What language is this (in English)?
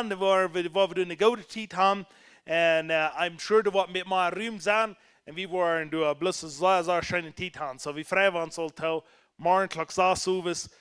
Plautdietsch